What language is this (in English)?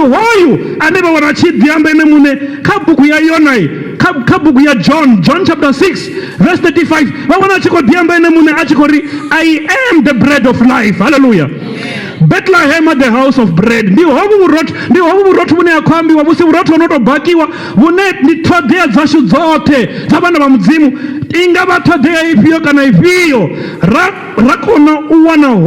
Venda